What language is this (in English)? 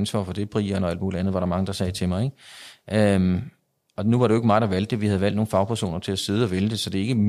Danish